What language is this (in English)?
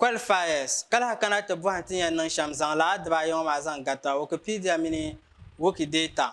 Dagbani